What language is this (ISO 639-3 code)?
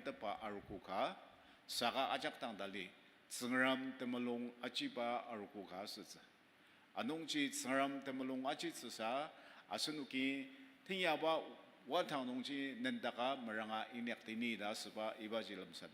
njo